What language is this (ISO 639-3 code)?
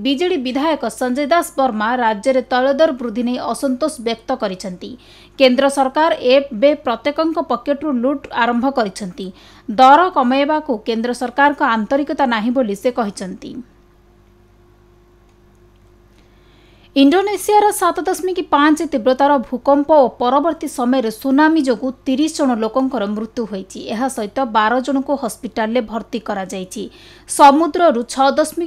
ori